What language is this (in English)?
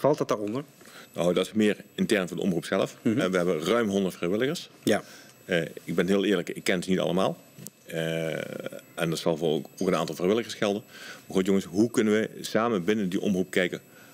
Dutch